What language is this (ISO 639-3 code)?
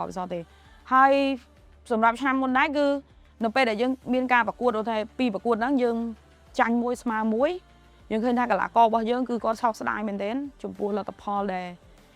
khm